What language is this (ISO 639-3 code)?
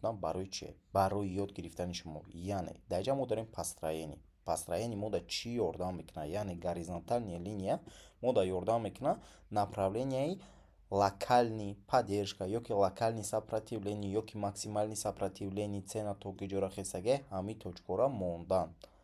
tgk